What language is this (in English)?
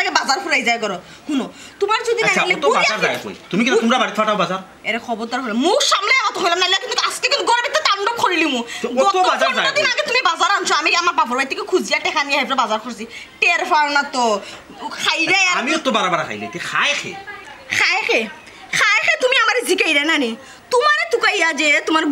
Sylheti